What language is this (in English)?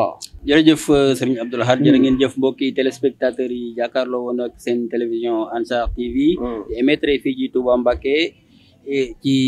Wolof